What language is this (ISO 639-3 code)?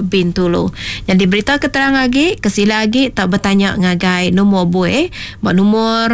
iba